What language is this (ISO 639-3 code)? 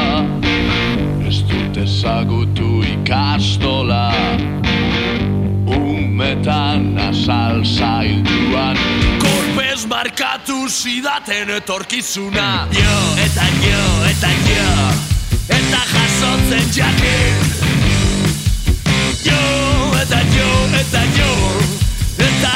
eus